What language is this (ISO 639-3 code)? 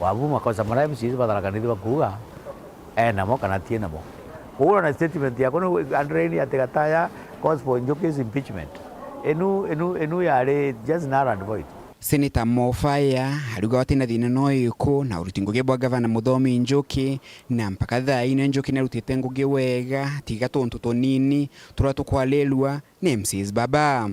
mer